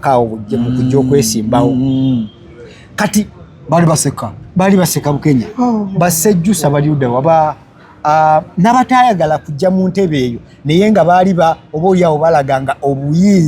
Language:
Ganda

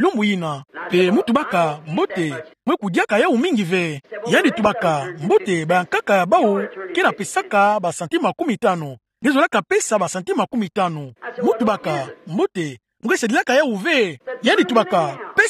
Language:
Kituba (Democratic Republic of Congo)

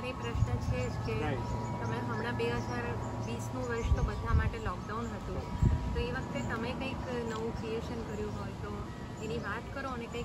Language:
Gujarati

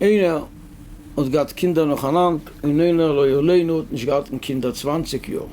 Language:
Yiddish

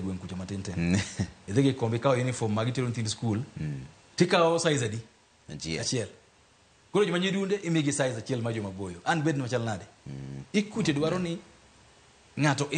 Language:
Luo (Kenya and Tanzania)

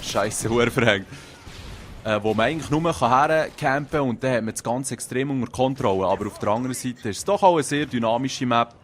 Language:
Swiss German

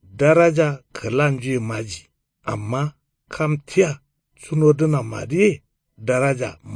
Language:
Kanuri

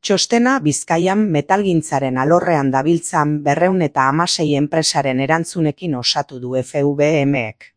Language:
Basque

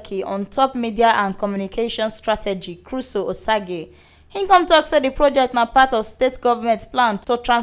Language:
Nigerian Pidgin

